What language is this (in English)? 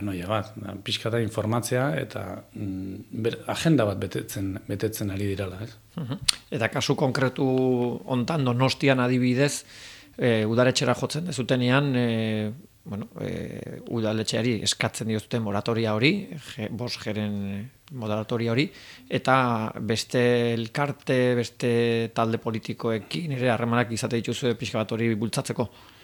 Basque